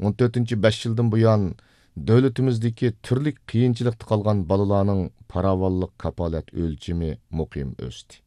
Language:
Uyghur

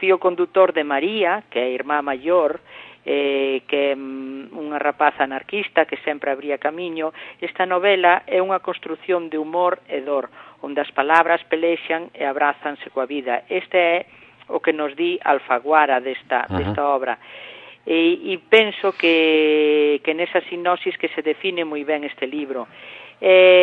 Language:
Galician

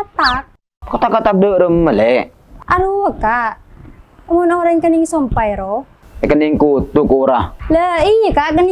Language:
Madurese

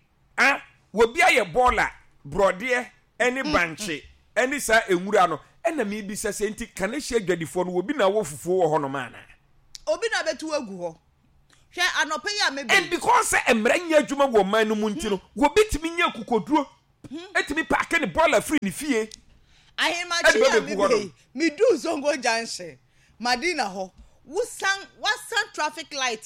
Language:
Akan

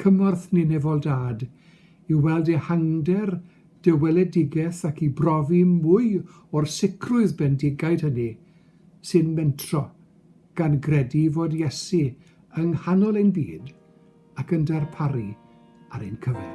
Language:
Welsh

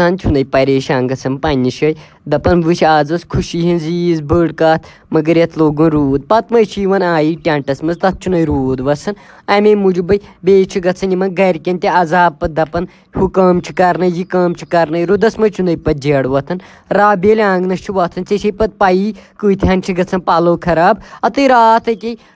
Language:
Kashmiri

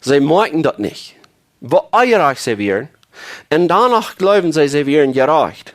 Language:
Plautdietsch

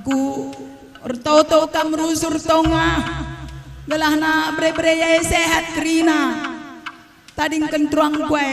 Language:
Batak Karo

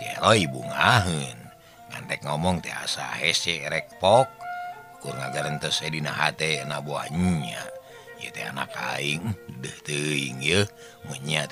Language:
Sundanese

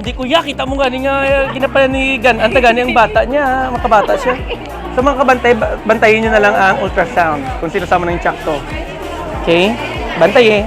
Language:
Hiligaynon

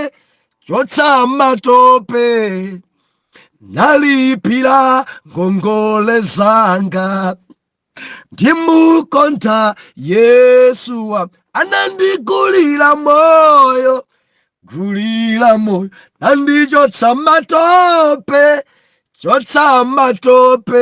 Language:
Nyanja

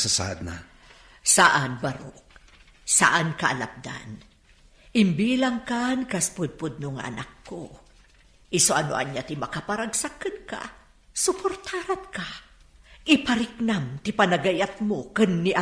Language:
Iloko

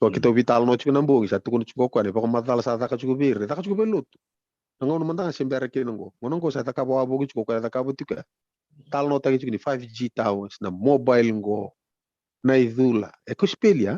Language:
Fijian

